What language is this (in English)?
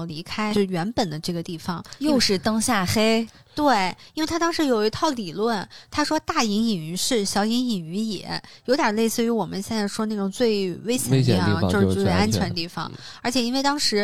Chinese